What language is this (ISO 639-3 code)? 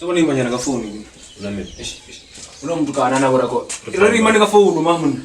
ven